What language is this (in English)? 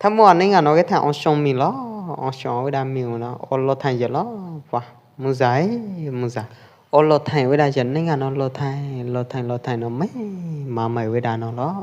Pwo Eastern Karen